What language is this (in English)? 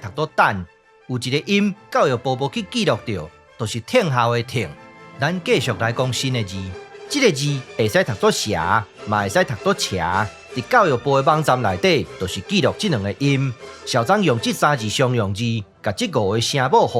Min Nan Chinese